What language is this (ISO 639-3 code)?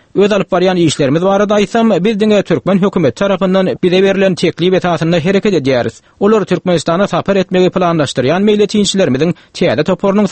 tuk